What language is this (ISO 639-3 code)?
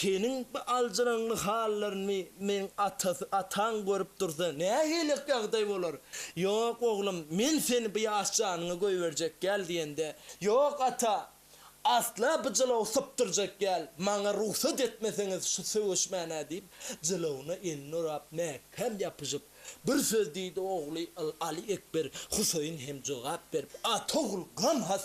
tuk